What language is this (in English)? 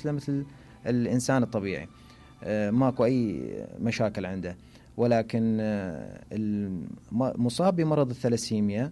Mesopotamian Arabic